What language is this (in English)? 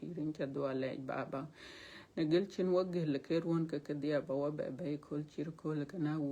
Dinka